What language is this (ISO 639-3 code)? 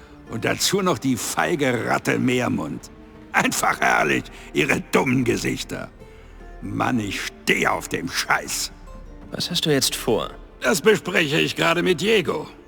bar